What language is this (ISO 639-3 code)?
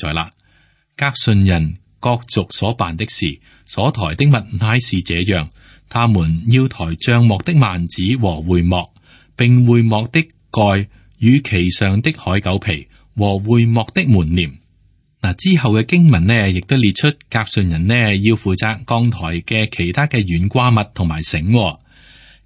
yue